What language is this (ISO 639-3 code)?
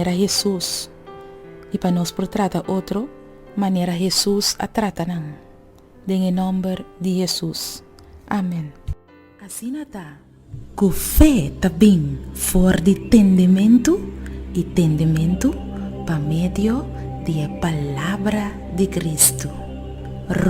pap